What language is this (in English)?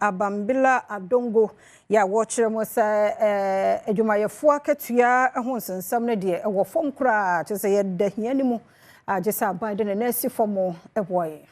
Akan